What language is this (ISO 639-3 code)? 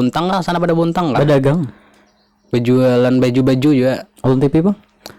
bjn